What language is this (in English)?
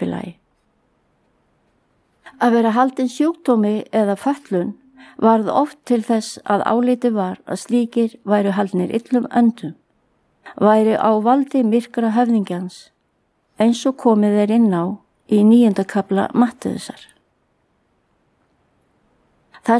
Icelandic